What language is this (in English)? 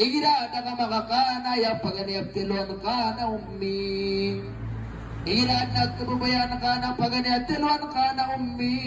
Maranao